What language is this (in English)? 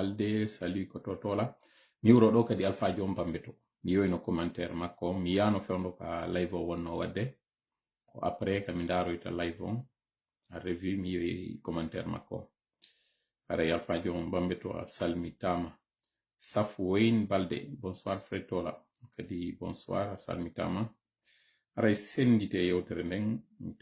Fula